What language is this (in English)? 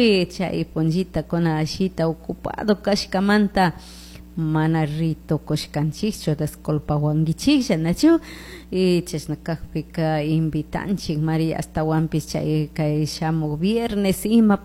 Chimborazo Highland Quichua